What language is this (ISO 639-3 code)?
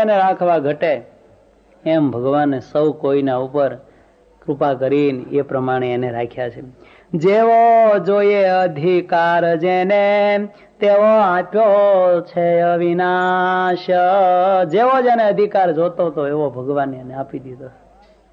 guj